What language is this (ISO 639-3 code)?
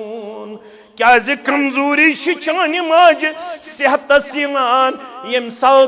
kas